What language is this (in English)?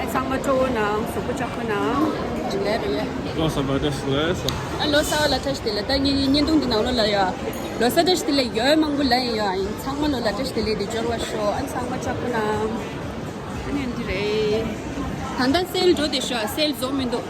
Tibetan